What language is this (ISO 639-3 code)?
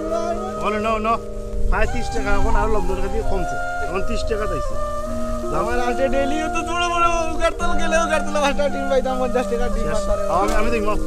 syl